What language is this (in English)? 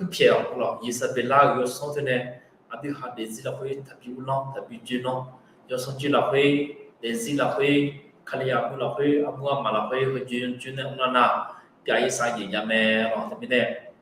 Akha